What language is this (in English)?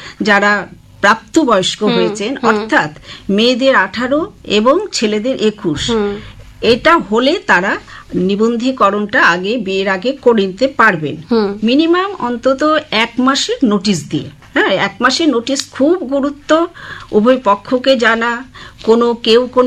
Bangla